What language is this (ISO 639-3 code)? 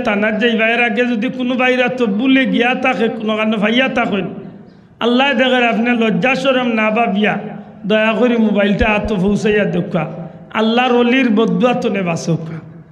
syl